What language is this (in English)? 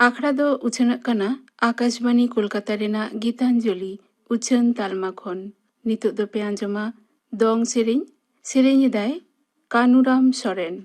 Santali